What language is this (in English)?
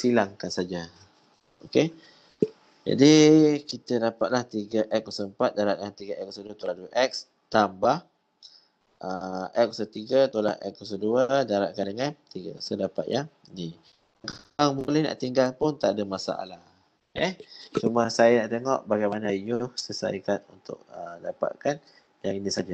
Malay